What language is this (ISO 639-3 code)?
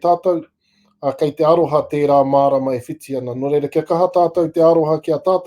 mri